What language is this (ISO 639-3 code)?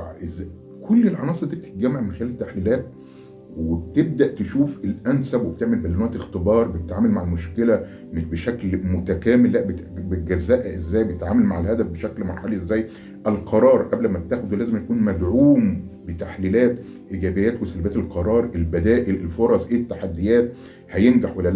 arz